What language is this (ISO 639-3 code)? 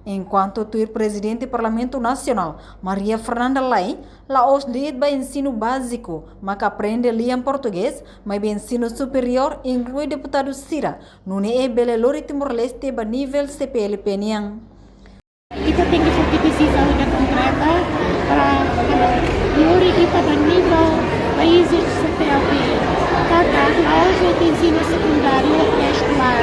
tet